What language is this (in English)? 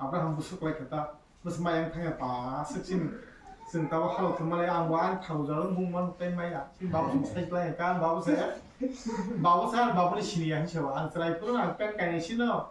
Kok Borok